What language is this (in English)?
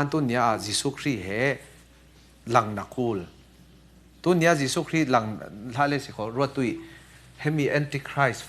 Falam Chin